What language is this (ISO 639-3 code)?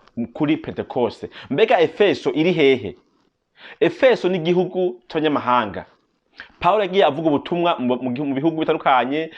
run